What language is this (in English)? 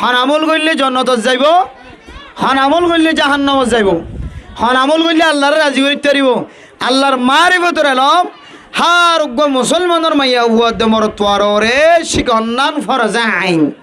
Rohingya